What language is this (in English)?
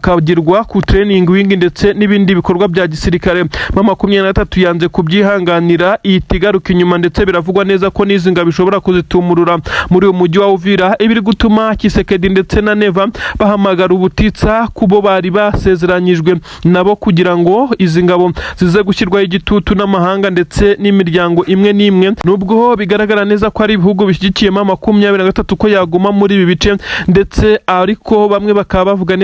Kinyarwanda